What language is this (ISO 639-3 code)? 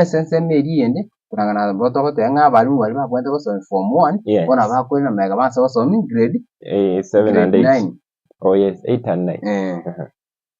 guz